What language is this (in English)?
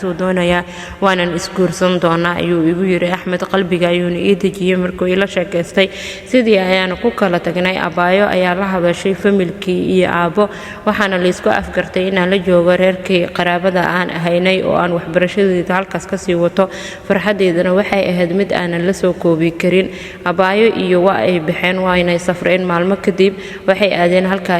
Somali